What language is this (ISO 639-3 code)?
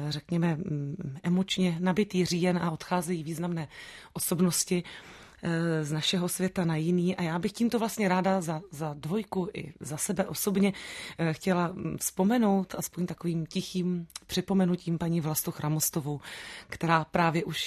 ces